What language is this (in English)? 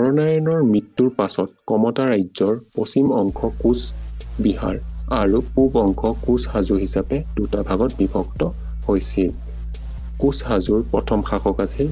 Assamese